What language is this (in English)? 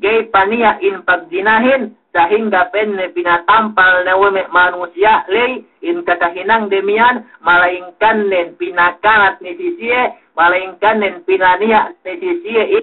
Yakan